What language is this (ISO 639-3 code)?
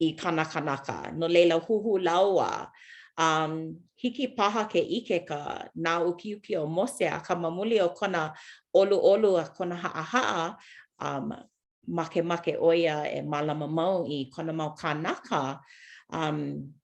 haw